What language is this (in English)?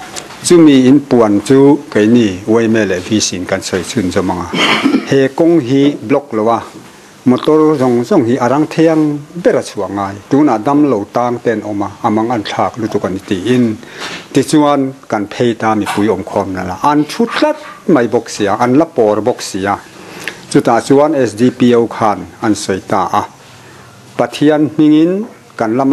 Mizo